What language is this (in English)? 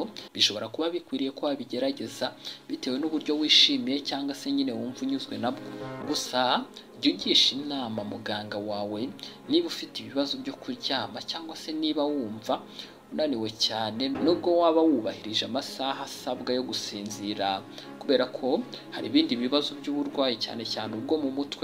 Kinyarwanda